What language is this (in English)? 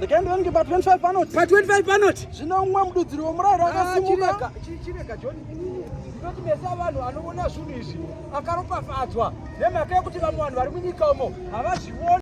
Shona